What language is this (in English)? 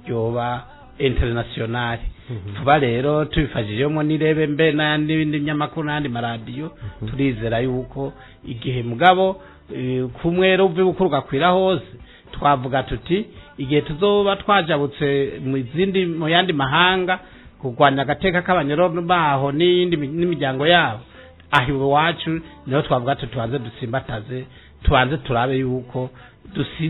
Rundi